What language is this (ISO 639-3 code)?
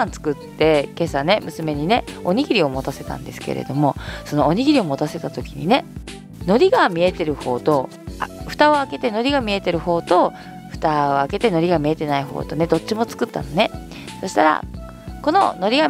jpn